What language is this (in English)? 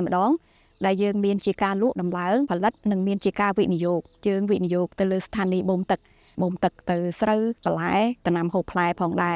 Khmer